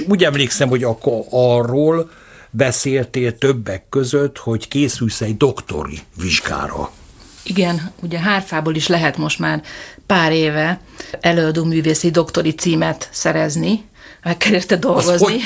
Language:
Hungarian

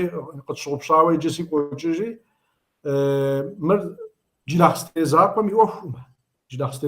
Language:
Kabardian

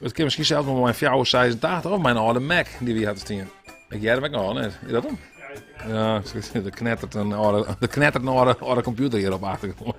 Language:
Western Frisian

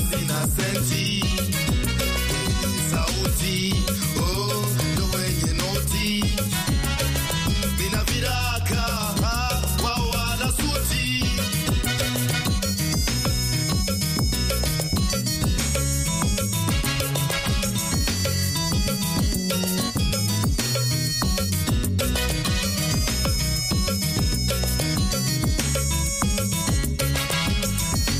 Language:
Swahili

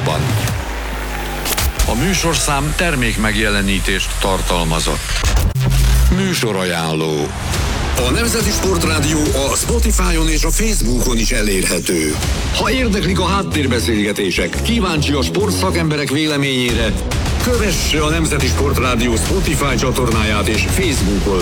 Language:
Hungarian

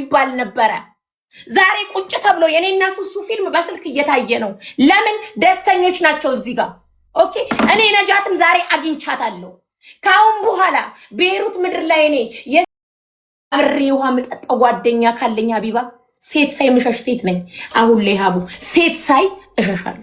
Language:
Amharic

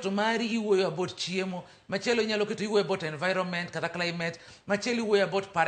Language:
Luo (Kenya and Tanzania)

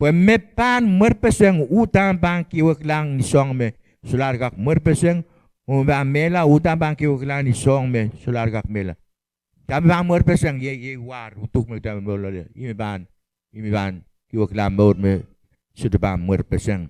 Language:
Pohnpeian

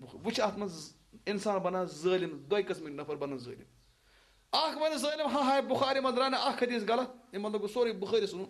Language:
Kashmiri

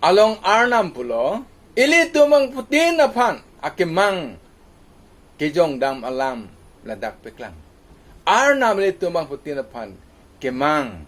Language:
Karbi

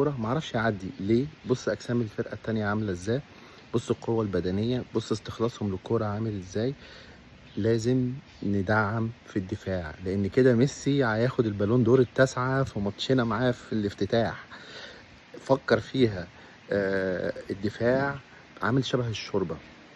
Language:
Egyptian Arabic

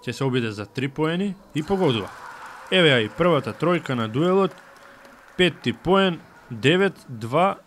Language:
Macedonian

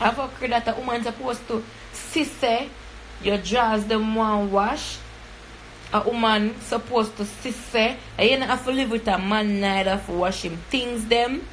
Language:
Jamaican Creole English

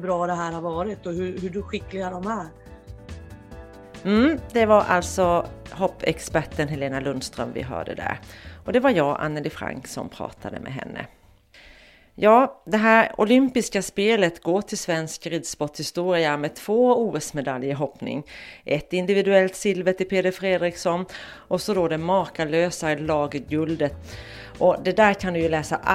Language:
Swedish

